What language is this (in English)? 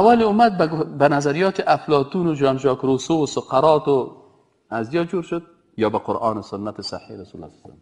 Persian